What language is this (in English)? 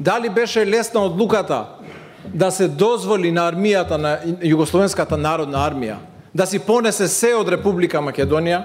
Macedonian